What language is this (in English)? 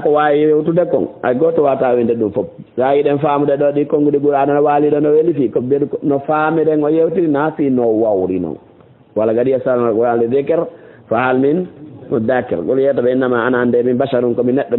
Fula